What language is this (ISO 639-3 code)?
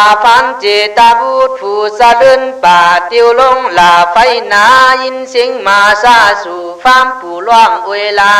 kkh